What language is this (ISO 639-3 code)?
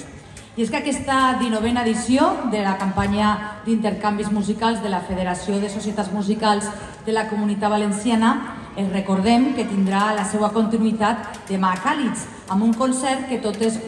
cat